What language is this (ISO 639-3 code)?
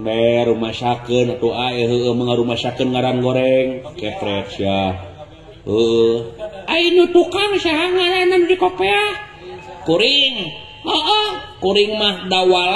sun